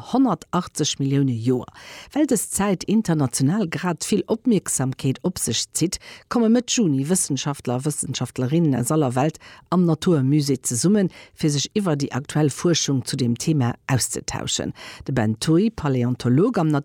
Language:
Luxembourgish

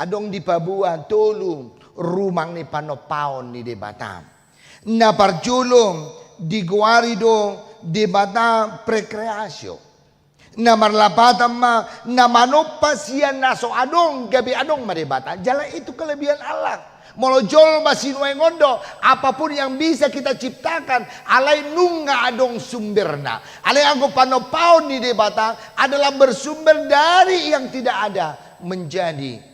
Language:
Batak Toba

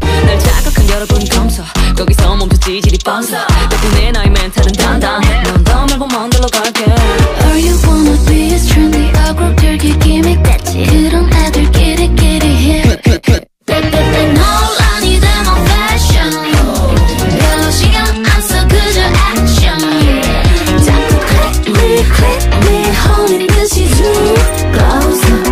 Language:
Korean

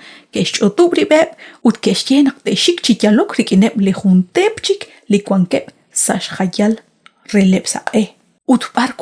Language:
Kekchí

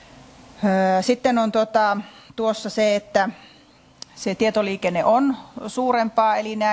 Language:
Finnish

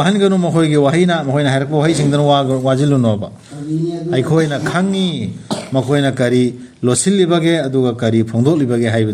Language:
Manipuri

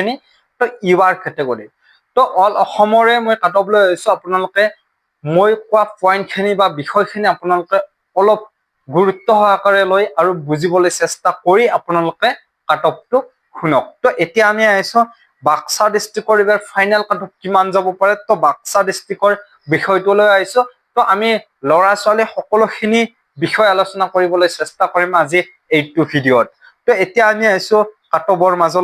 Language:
Assamese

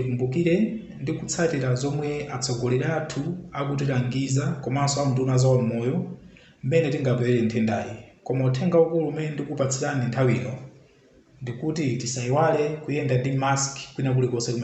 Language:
Nyanja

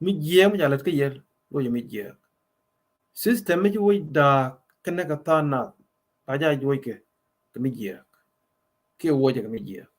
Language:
Nuer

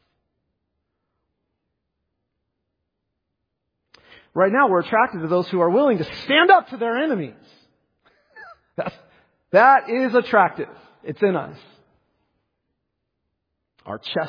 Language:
English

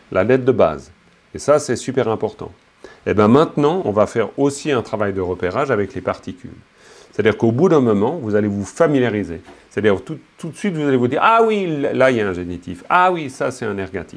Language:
French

